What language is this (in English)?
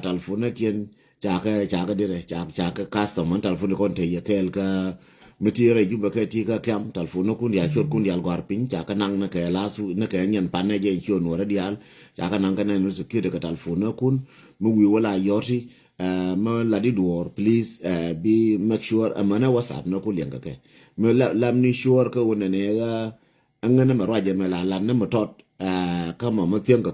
Nuer